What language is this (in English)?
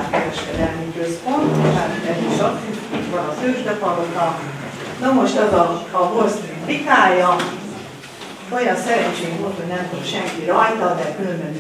Hungarian